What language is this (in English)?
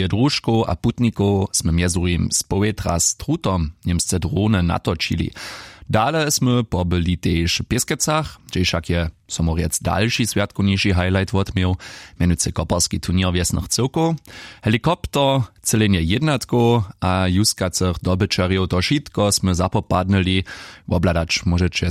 Upper Sorbian